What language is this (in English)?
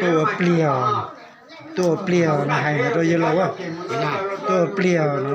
Hmong